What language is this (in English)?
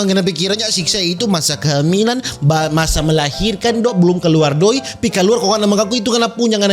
Manado Malay